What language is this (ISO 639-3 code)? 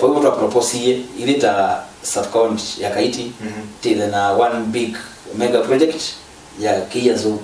kam